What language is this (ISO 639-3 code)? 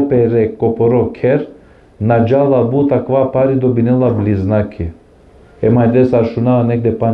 rmn